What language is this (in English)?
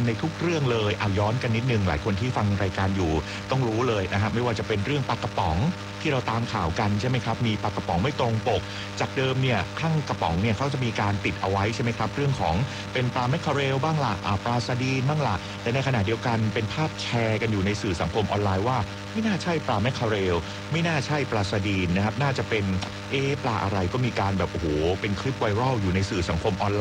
Thai